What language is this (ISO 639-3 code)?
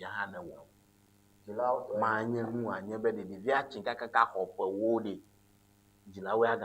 ewe